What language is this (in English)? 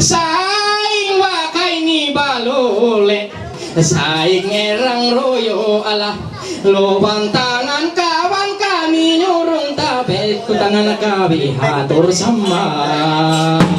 Ma'anyan